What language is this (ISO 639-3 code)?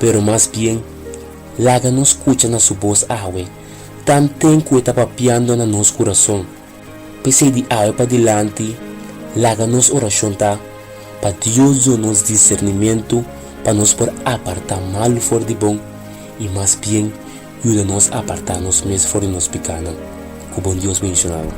pap